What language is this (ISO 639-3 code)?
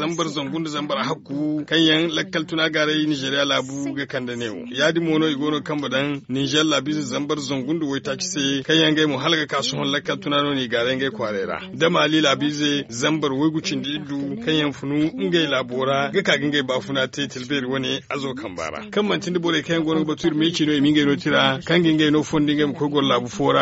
dje